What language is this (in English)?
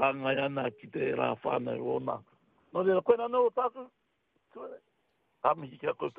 Māori